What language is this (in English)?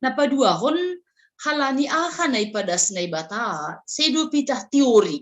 Batak Simalungun